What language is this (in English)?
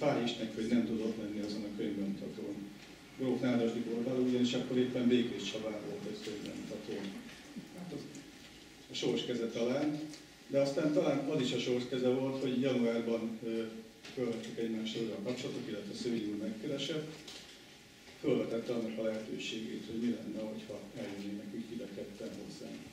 Hungarian